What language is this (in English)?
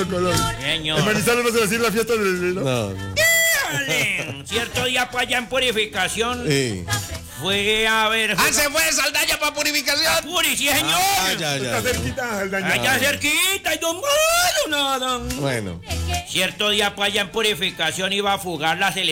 Spanish